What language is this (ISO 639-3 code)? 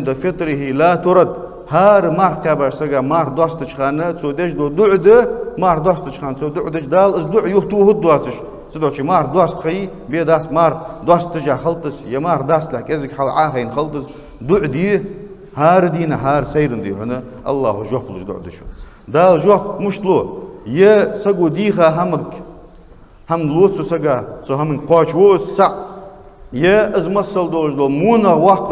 inh